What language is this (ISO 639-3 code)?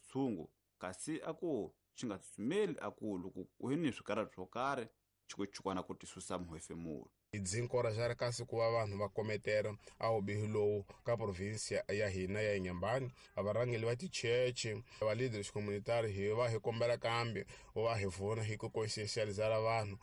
tso